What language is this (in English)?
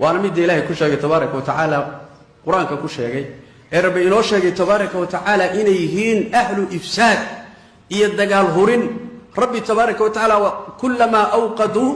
Somali